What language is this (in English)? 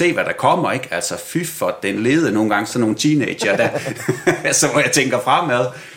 Danish